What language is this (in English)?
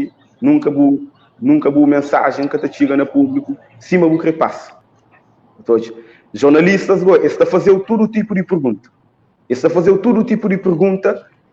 Kabuverdianu